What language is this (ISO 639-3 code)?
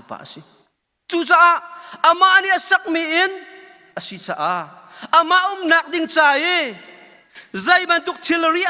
cnh